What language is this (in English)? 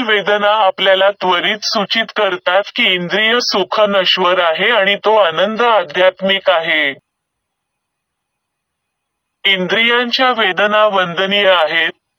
Marathi